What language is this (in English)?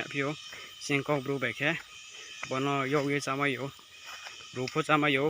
Riang (India)